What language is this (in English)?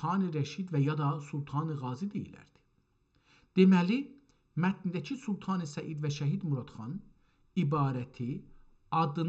South Azerbaijani